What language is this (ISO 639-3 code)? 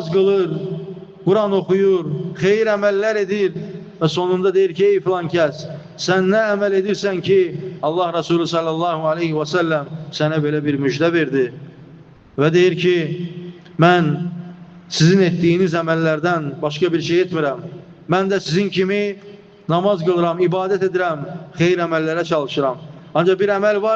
aze